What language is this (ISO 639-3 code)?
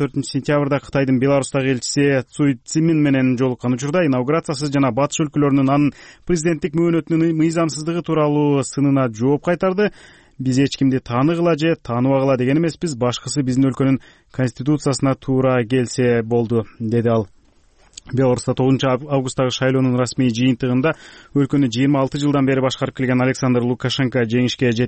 kir